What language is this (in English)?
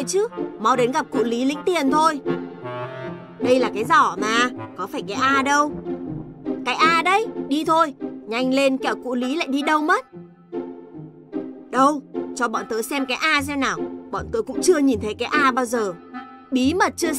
Vietnamese